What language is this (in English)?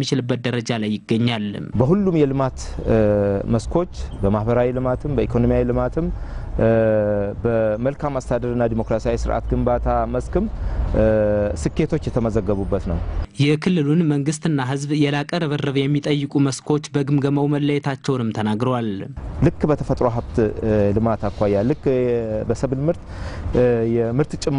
Amharic